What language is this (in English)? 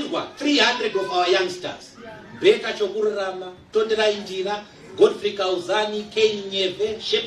Shona